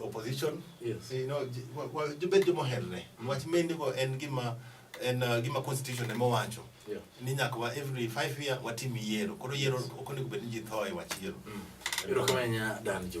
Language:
Luo (Kenya and Tanzania)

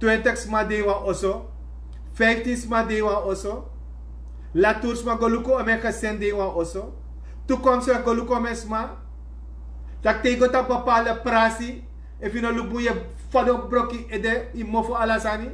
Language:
Sranan Tongo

